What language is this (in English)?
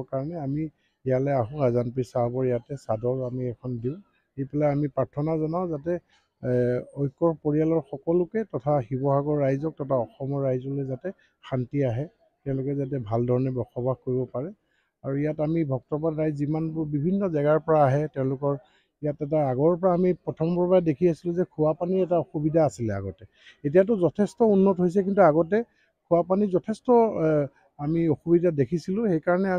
Assamese